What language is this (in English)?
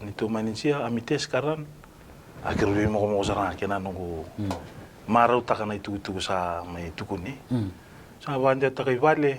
Fijian